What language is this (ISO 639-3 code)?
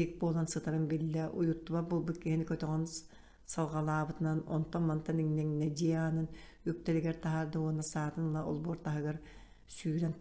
sah